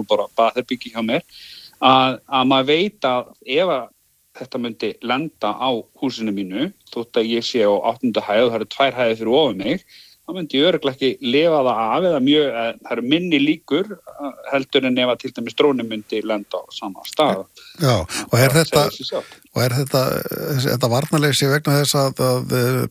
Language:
Icelandic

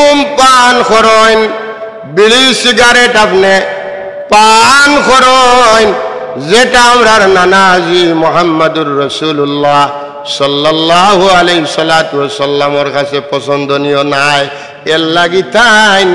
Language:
Sylheti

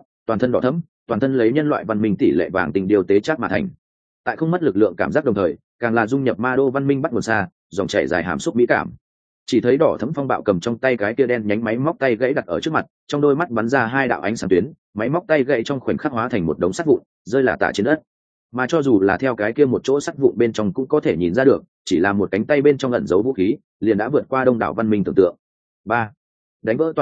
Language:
Vietnamese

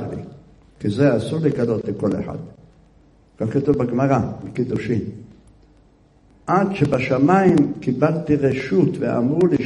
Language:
Hebrew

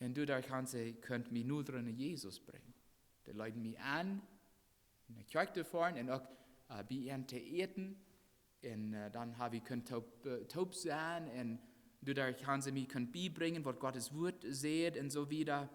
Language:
Plautdietsch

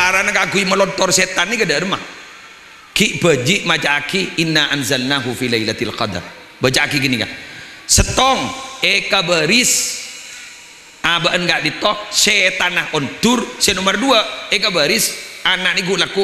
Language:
Madurese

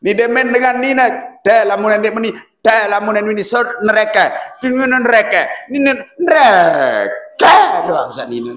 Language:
Sasak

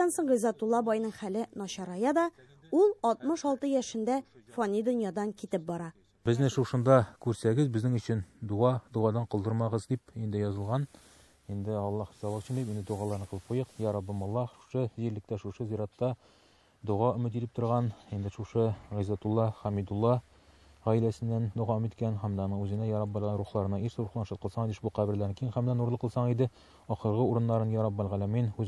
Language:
Tatar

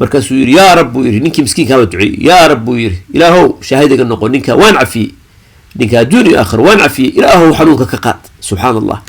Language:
Somali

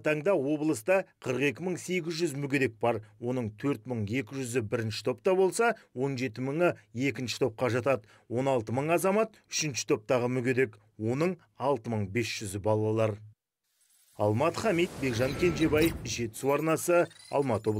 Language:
Kazakh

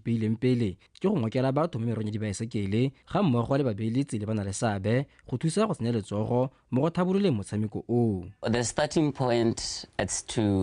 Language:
Tswana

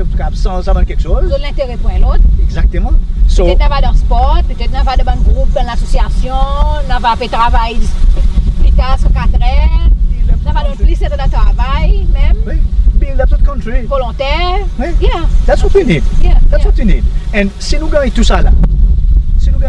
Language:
Seselwa Creole French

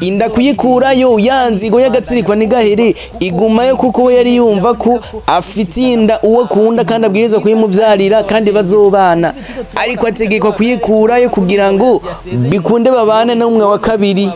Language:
Rundi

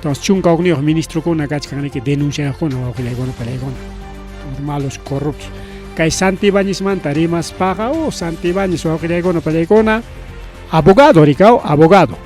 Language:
Ayacucho Quechua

